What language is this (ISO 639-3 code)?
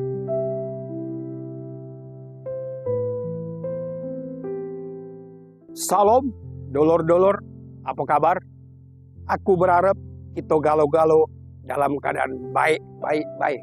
mui